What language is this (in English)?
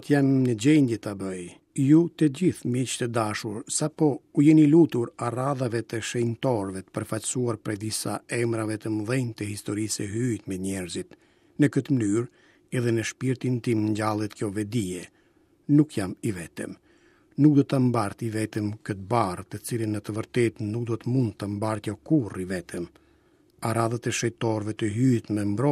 Albanian